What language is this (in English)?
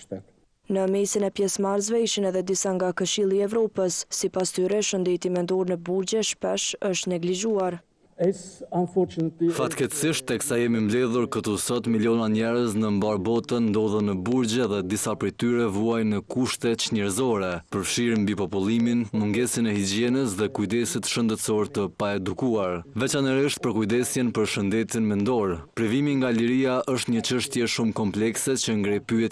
Albanian